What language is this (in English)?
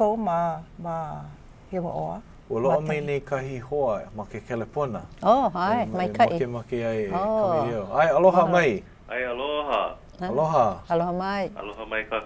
Hawaiian